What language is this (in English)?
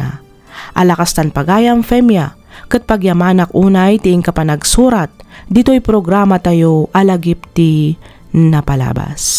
Iloko